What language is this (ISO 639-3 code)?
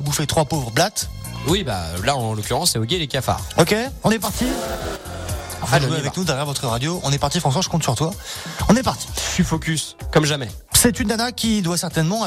fra